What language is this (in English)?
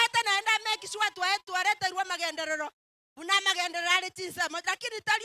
Gusii